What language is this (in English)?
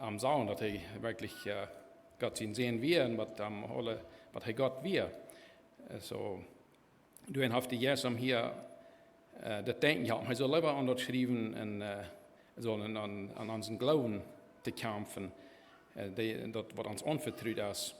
Plautdietsch